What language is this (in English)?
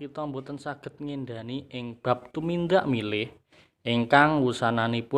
Javanese